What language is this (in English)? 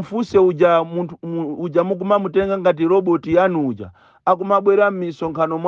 Nyanja